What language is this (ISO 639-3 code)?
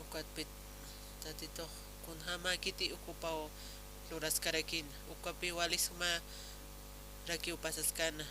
aym